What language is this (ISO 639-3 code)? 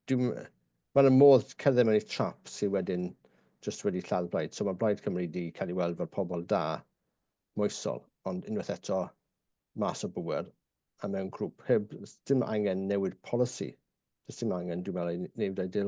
cym